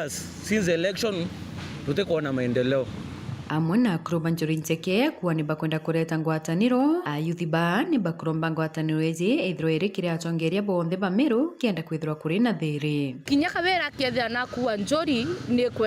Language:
Meru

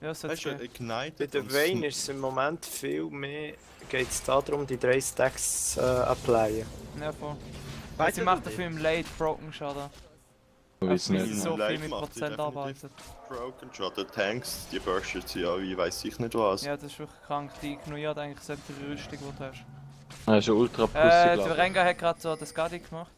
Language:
Swiss German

